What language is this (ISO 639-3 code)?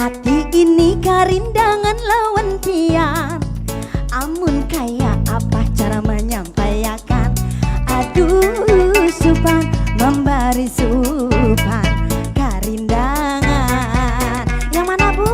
bjn